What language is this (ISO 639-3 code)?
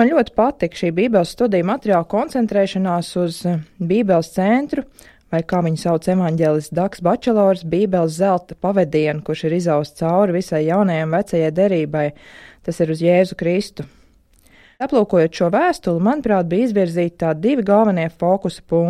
lav